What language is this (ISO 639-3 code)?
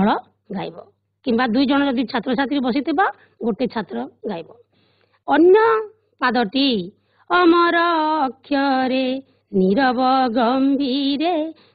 ori